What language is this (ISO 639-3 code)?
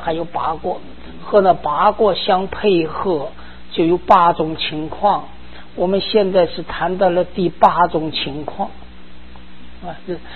zho